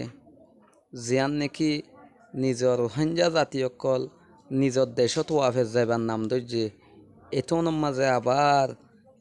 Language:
Rohingya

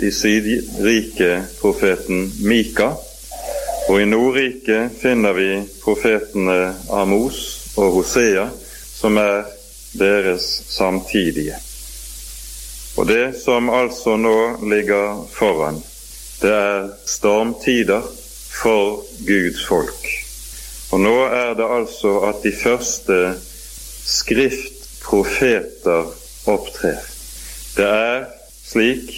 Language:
Norwegian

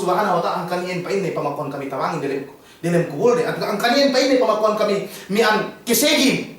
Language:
Yakan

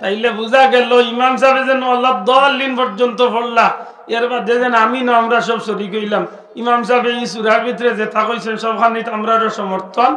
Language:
Sylheti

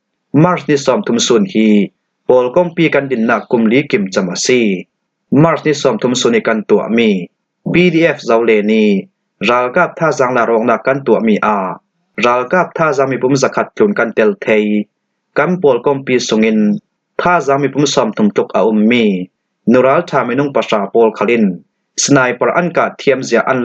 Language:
Falam Chin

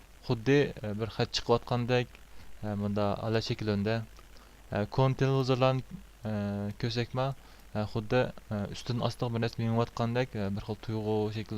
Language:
Uyghur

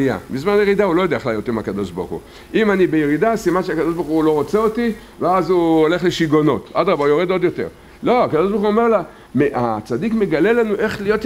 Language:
Hebrew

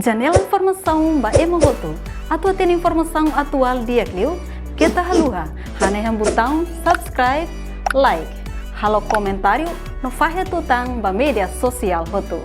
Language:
Tetum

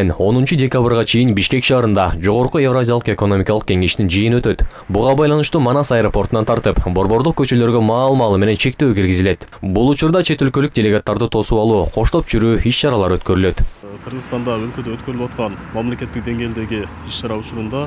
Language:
Kyrgyz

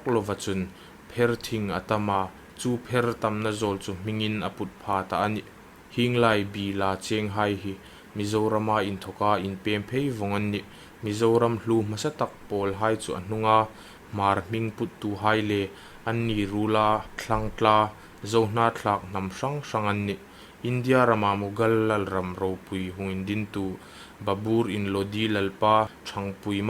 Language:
Hmar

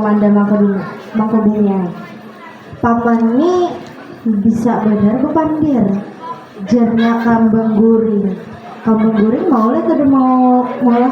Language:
Banjar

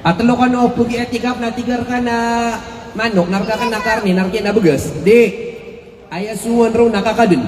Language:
Maranao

